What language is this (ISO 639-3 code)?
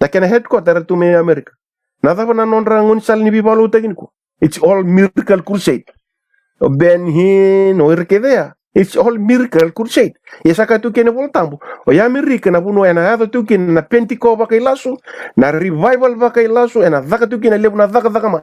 fij